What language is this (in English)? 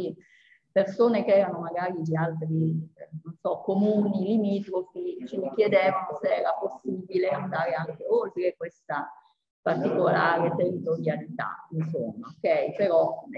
Italian